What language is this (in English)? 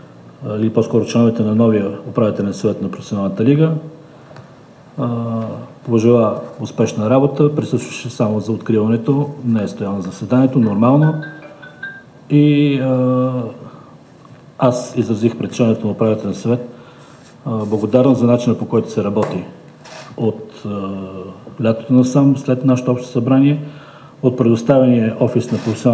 Bulgarian